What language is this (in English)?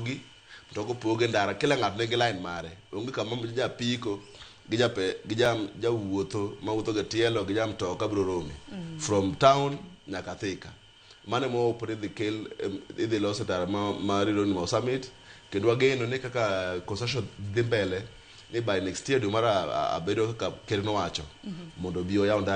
Luo (Kenya and Tanzania)